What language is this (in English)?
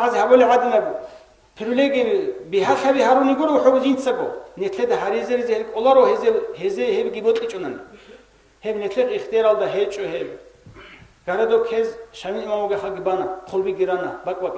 Avaric